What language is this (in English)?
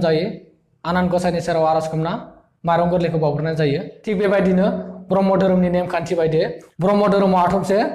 Bodo